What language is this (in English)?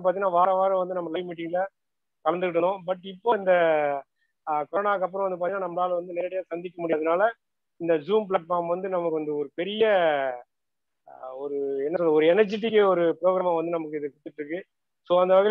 Tamil